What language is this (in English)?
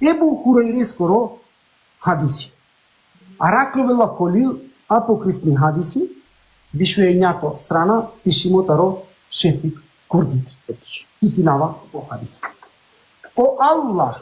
Balkan Romani